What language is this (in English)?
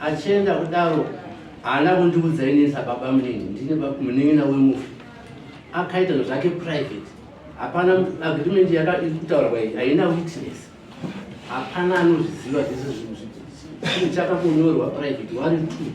Shona